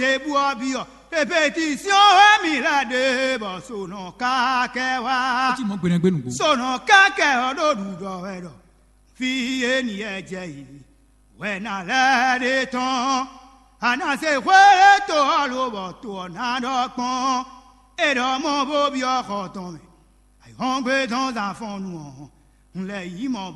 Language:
Fon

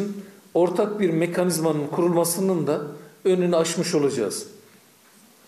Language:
Turkish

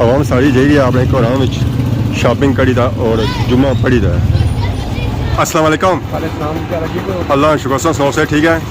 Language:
Pahari-Potwari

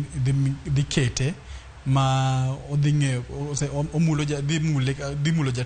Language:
Luo (Kenya and Tanzania)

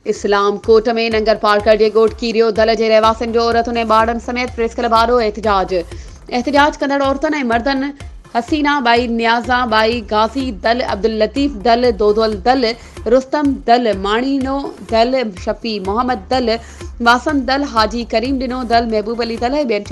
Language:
Sindhi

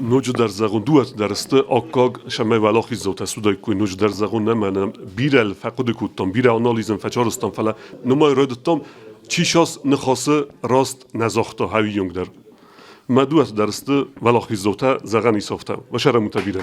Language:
Ossetic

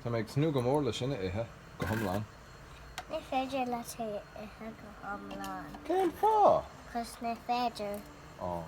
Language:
Irish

